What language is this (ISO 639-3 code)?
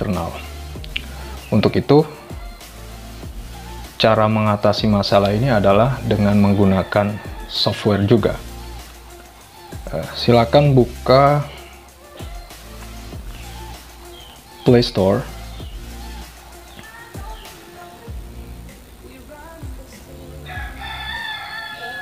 ind